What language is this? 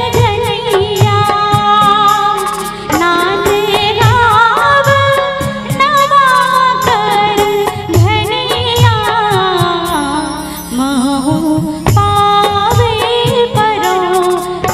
Chhattisgarhi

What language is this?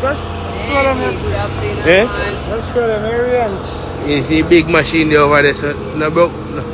Jamaican Creole English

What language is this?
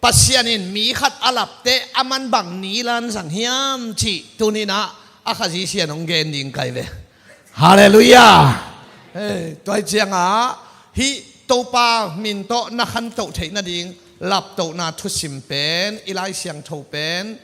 Tedim Chin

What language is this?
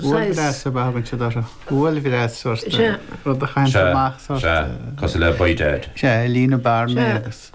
Irish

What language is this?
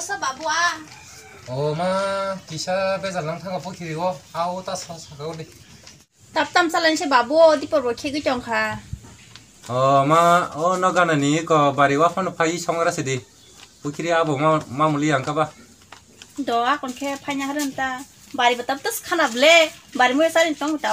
Kok Borok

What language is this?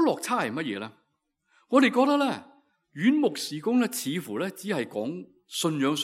Cantonese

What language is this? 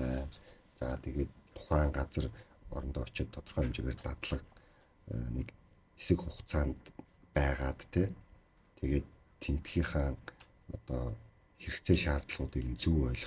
Mongolian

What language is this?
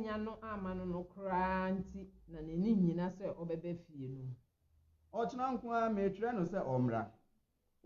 Akan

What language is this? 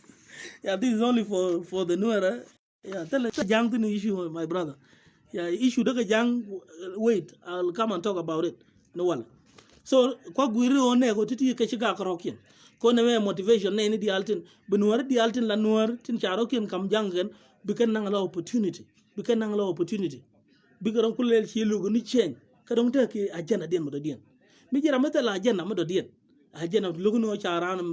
Nuer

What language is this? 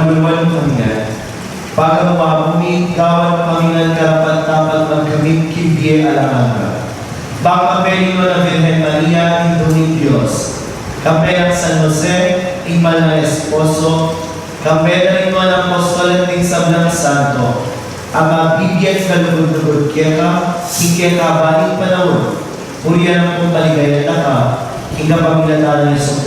Pampanga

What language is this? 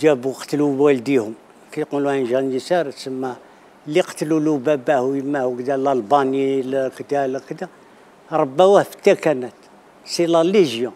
Algerian Arabic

